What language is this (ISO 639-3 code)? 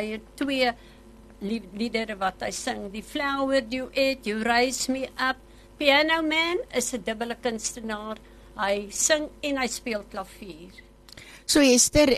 afr